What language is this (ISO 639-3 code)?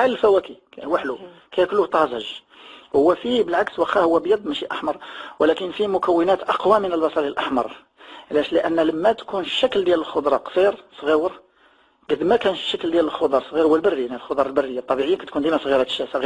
ary